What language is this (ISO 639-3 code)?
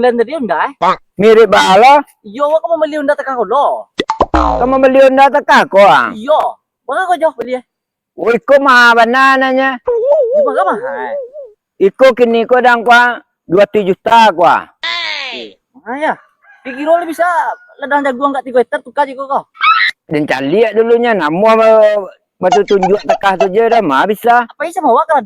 min